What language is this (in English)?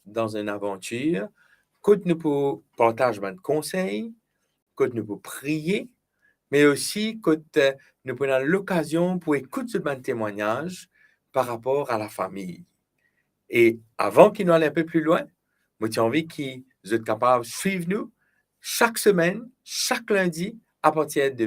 Morisyen